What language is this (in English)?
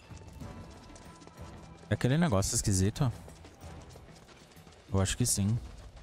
Portuguese